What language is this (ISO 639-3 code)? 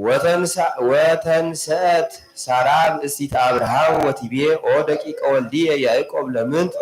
gez